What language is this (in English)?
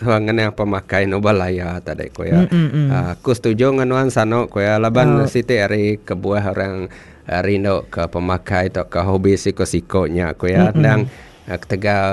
Iban